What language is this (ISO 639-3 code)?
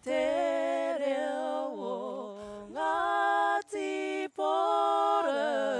mri